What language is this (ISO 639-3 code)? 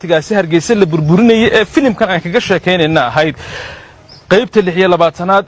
som